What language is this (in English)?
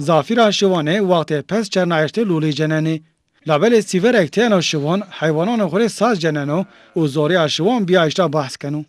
Zaza